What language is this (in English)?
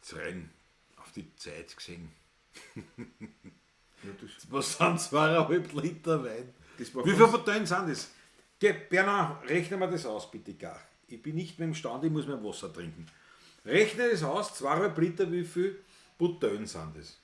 Bavarian